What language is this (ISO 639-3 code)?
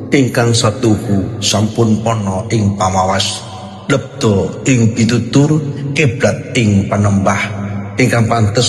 jav